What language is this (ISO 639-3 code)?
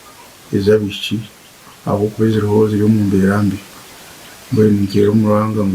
nyn